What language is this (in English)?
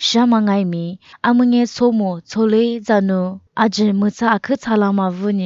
Lisu